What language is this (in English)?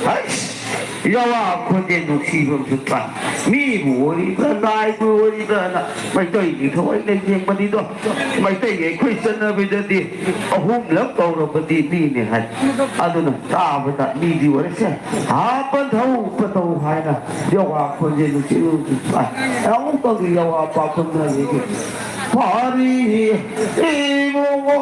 Manipuri